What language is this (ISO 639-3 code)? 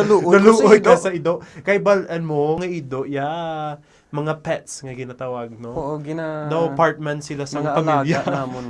hil